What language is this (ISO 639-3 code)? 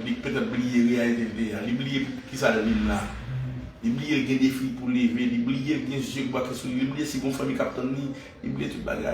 hat